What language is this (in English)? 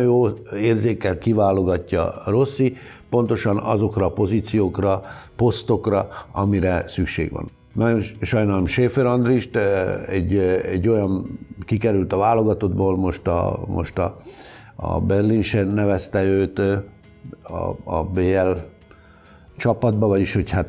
Hungarian